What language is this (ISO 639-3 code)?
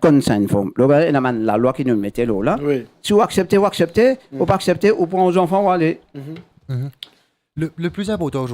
mfe